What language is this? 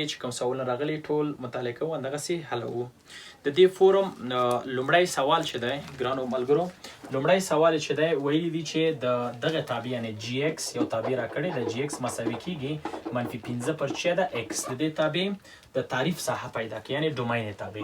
Pashto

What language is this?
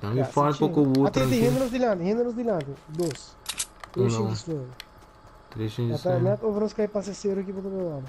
Papiamento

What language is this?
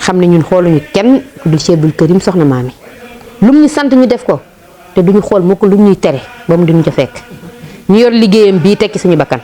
Wolof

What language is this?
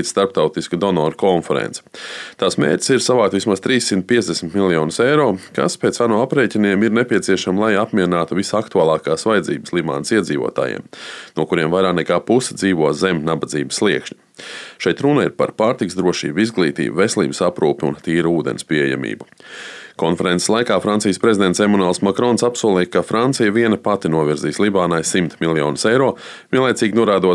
Latvian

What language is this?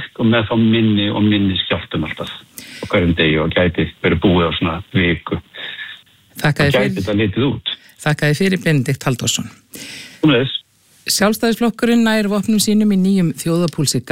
Icelandic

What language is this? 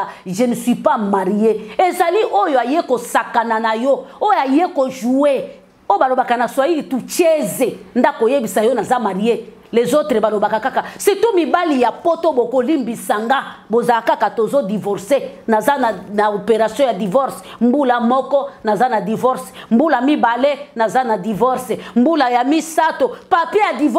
Lingala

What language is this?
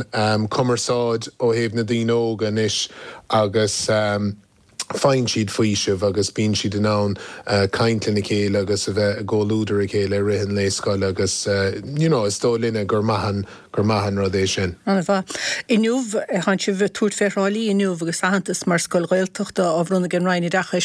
Irish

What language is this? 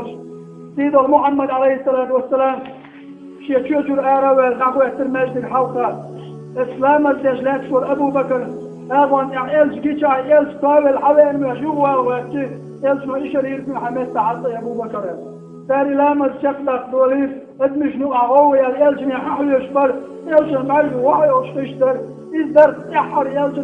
Chechen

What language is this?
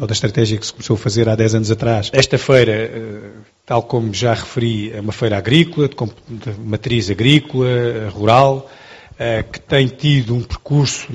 Portuguese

